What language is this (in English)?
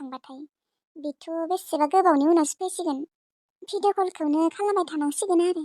Bodo